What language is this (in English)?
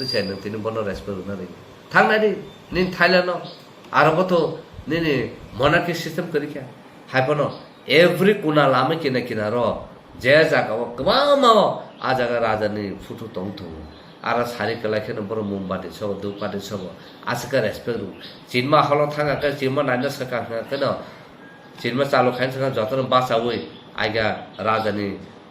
Kok Borok